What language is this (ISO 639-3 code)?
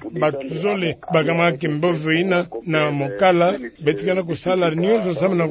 ktu